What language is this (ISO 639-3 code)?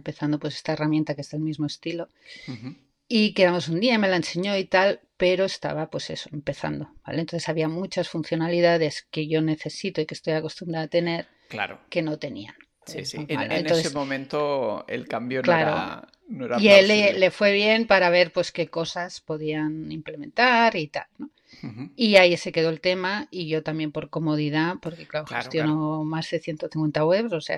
spa